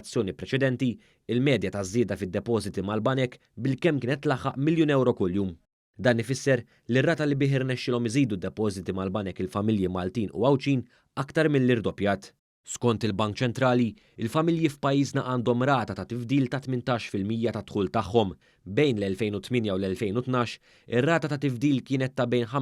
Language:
Maltese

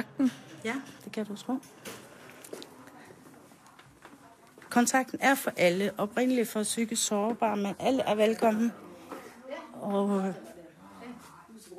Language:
Danish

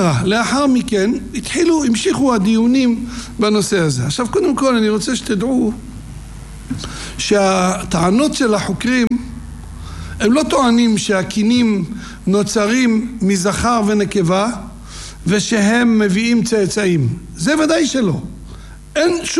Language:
Hebrew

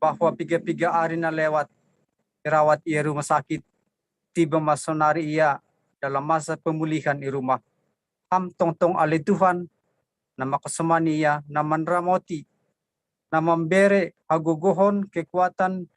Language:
Batak Simalungun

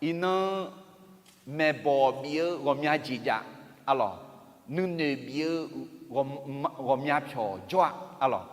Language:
Akha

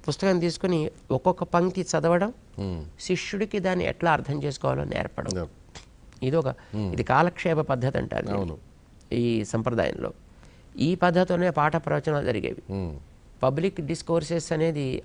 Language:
Telugu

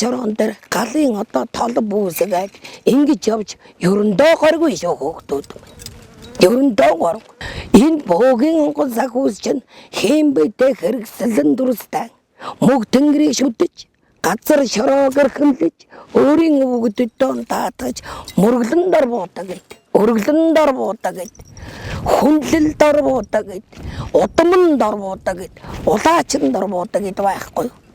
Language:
Mongolian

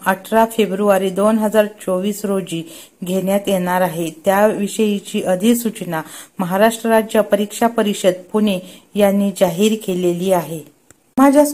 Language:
Marathi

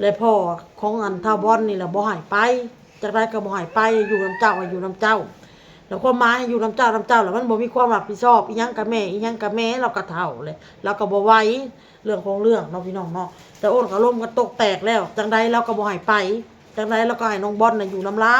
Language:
Northeastern Thai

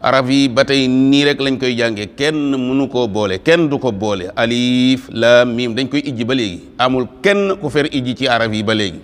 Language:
Wolof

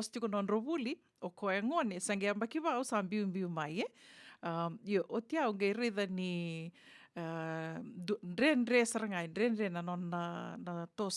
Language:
Fijian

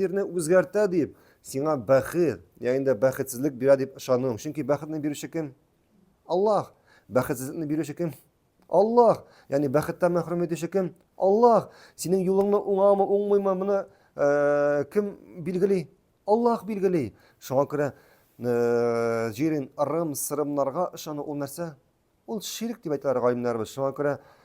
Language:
Tatar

